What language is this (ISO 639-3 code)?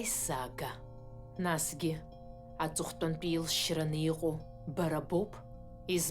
abk